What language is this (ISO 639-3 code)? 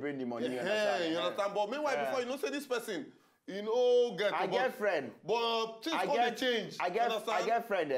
pcm